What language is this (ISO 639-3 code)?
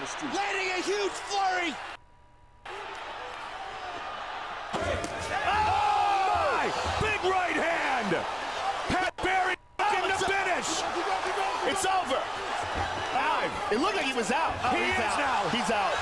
eng